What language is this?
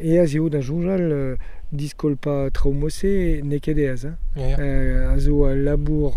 Breton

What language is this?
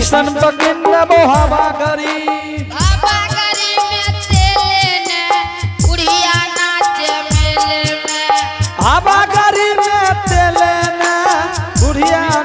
Angika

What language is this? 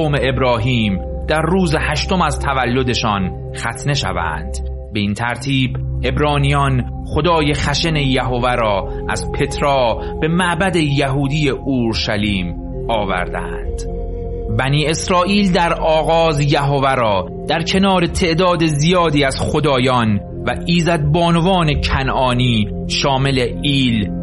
Persian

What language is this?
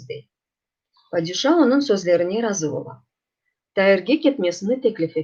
Crimean Tatar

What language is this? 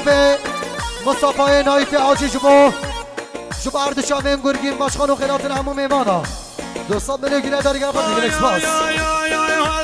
Kurdish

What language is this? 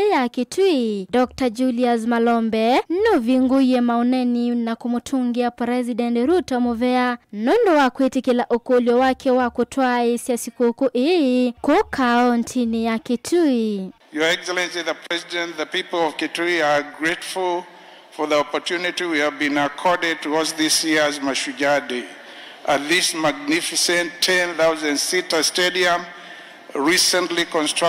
Kamba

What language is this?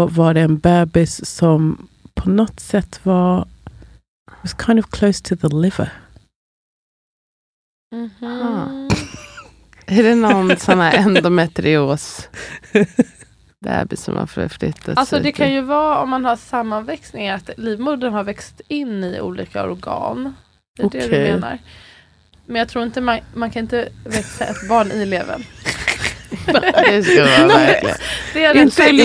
Swedish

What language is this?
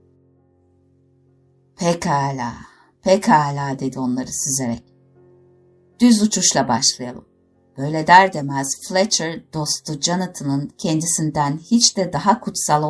Turkish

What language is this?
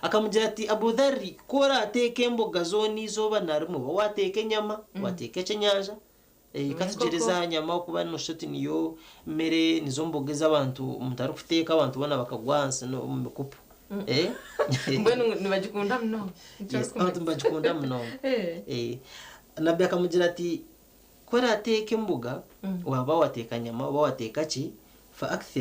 Nyankole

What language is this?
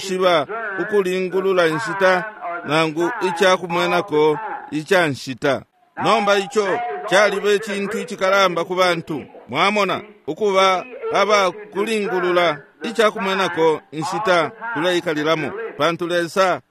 Bemba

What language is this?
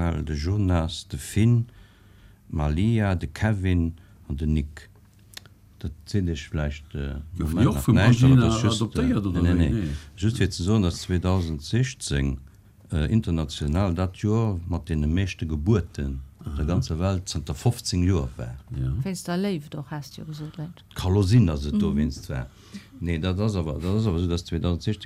Luxembourgish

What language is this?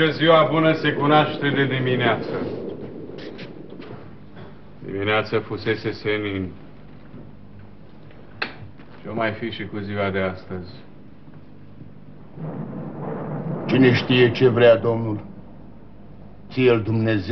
Romanian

